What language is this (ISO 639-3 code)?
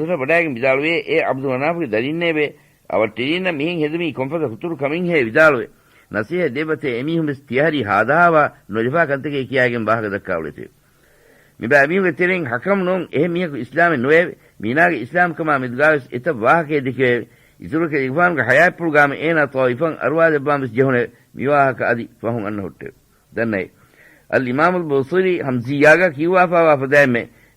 div